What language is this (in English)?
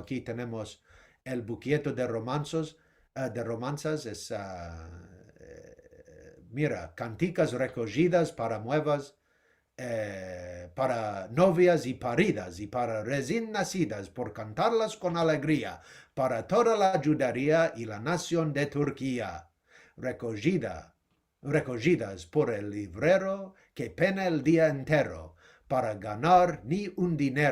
Ladino